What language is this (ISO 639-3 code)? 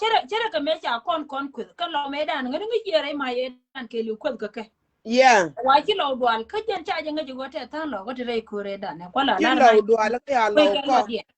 nus